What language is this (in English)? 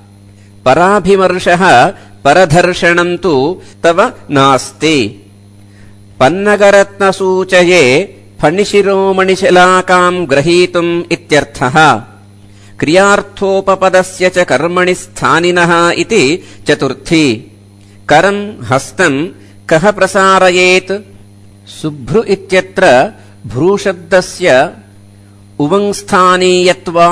Sanskrit